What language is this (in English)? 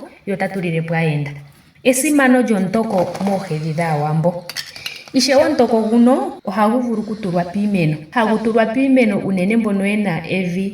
Ndonga